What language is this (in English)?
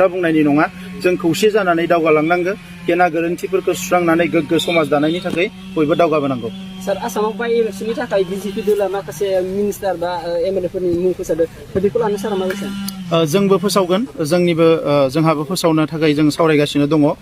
Bodo